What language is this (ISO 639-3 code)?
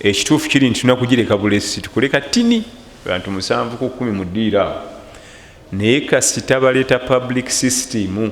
lug